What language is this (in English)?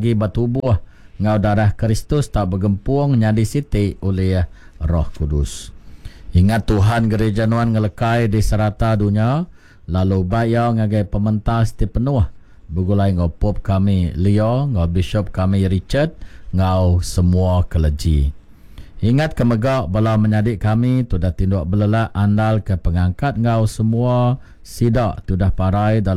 Iban